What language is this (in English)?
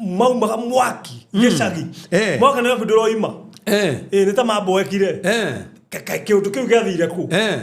Kikuyu